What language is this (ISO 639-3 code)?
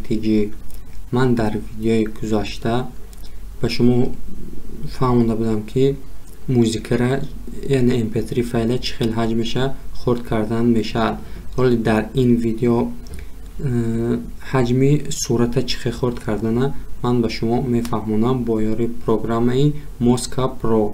tgk